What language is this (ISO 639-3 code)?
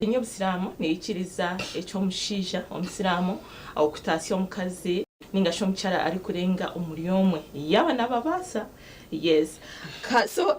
nyn